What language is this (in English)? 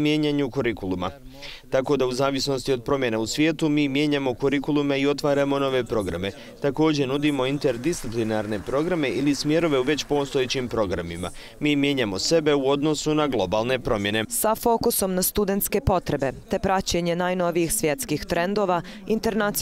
Bosnian